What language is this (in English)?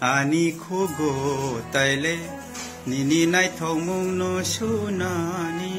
Kok Borok